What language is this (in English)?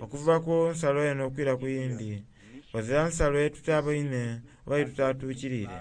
Soga